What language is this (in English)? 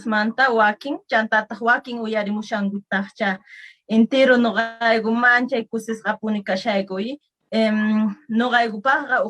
Quechua